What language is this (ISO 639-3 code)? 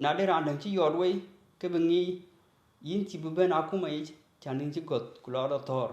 din